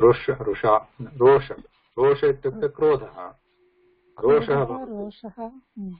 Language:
Sanskrit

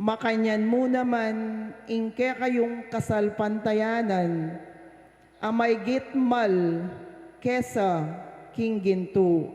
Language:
Pampanga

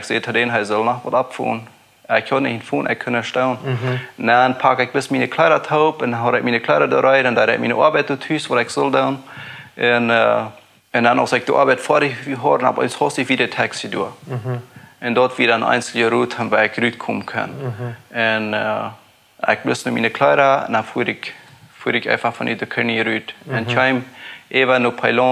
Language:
Plautdietsch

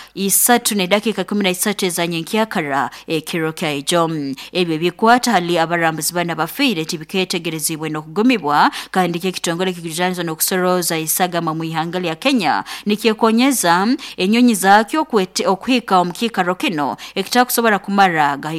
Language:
Nyoro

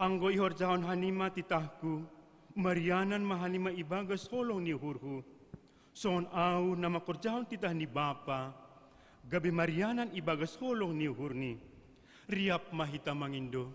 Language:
Batak Simalungun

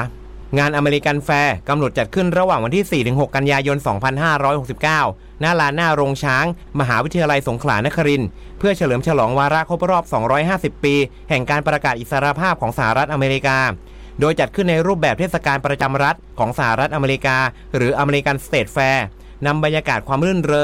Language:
Thai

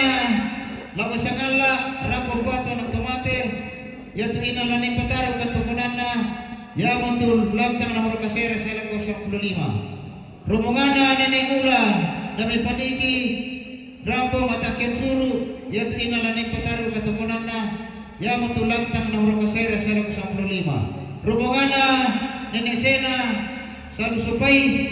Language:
Toraja-Sa'dan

